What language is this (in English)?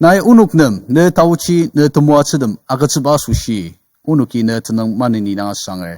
Ao Naga